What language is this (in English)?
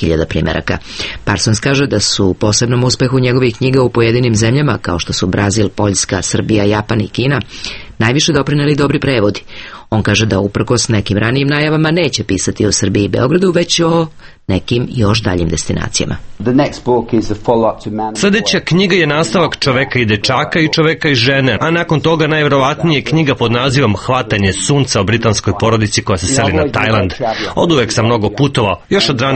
Serbian